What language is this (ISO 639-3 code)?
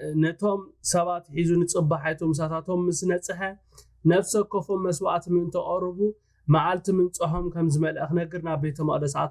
tir